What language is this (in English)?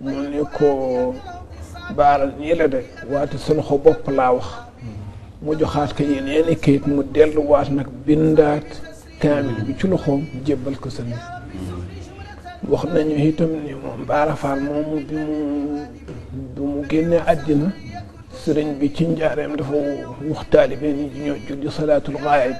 Wolof